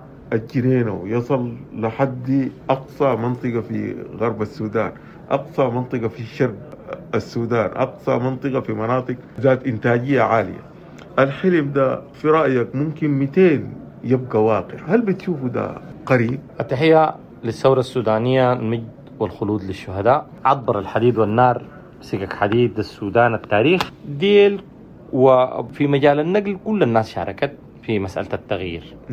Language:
Sudanese Arabic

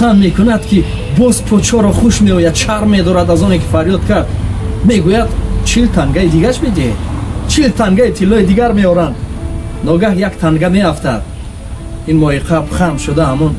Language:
Tajik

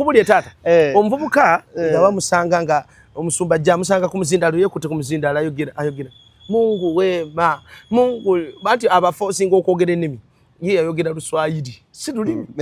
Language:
Ganda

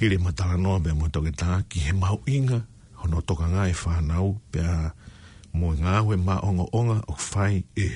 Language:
Tongan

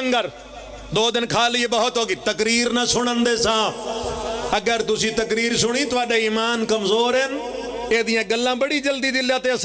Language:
Pahari-Potwari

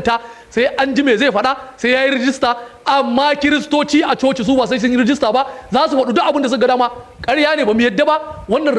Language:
Hausa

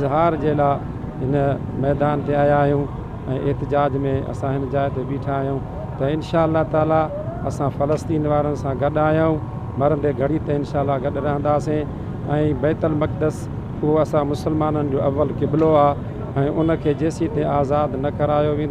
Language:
Sindhi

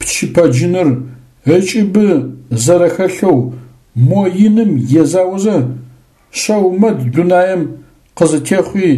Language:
Adyghe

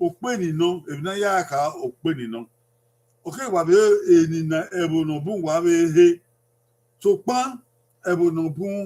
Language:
Bini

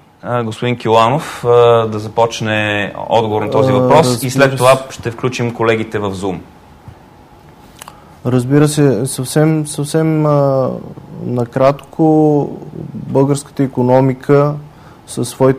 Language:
Bulgarian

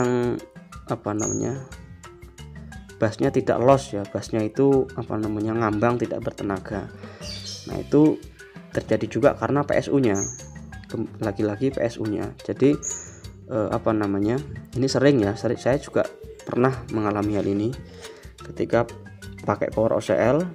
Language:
Indonesian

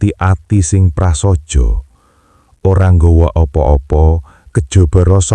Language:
Javanese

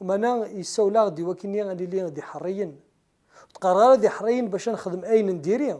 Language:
Kabyle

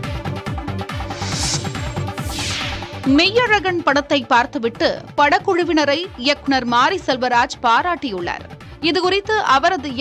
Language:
Tamil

